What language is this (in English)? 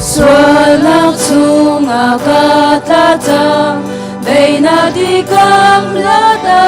Hakha Chin